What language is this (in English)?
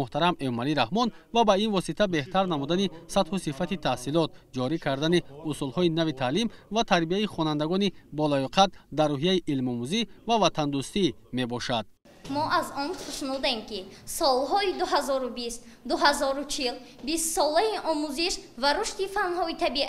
Tajik